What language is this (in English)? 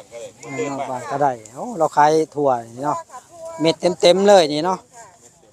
Northeastern Thai